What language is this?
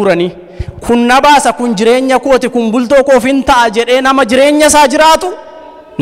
Oromo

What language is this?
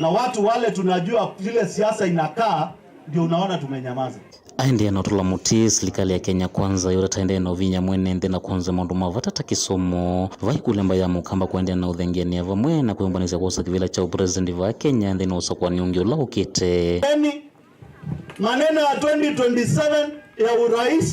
Kamba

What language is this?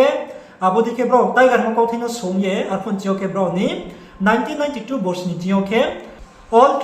Riang (India)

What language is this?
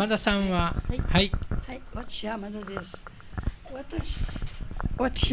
Japanese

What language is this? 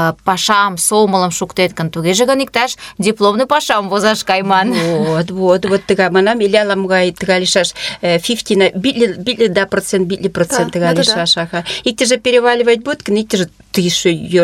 Mari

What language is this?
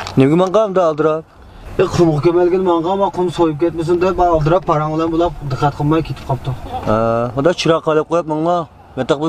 Uyghur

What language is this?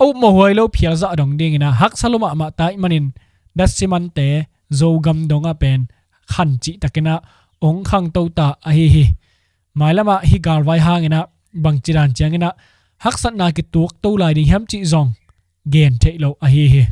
Tedim Chin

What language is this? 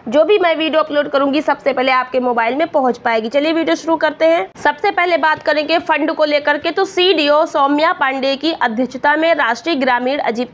Hindi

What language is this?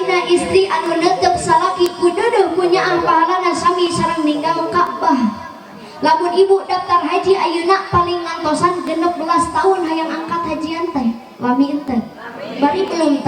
Sundanese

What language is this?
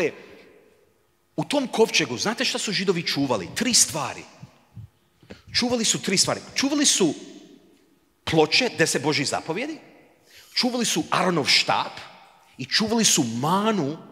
Croatian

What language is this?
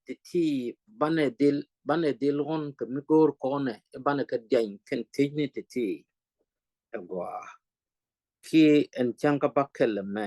Nuer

